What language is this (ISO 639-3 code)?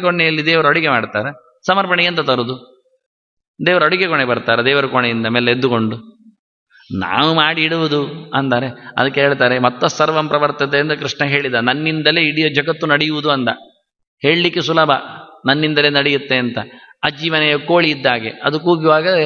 kan